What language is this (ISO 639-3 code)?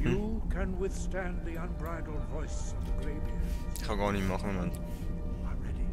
gsw